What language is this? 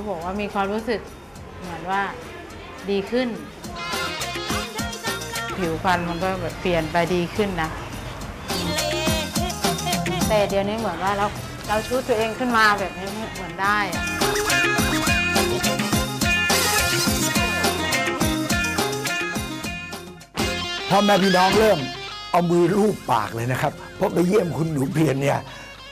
Thai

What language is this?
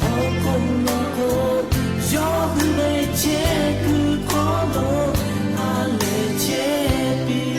Lahu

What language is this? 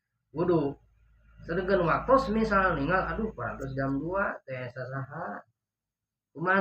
Sundanese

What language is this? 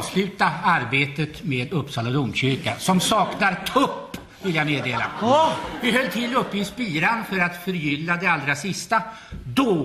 Swedish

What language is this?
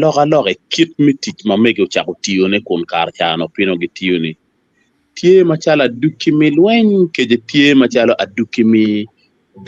Acoli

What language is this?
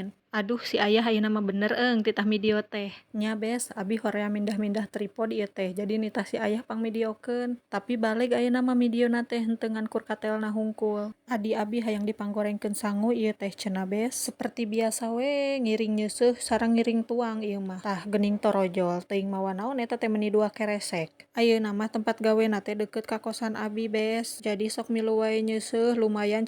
Sundanese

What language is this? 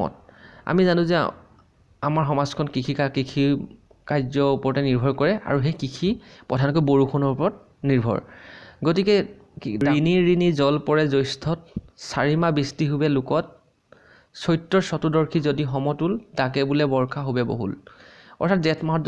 Assamese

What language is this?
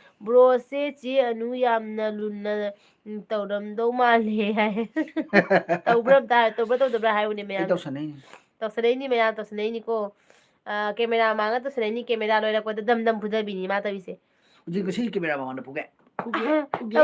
Manipuri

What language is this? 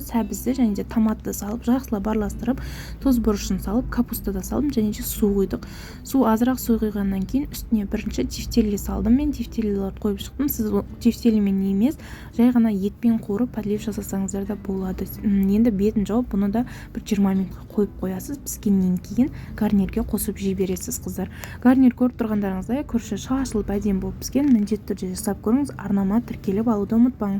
Kazakh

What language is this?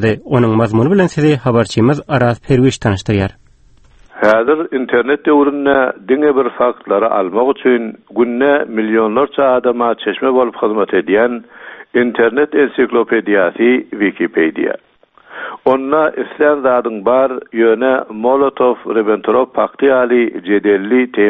Turkmen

